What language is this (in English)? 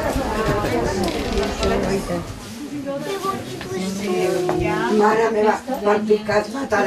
Catalan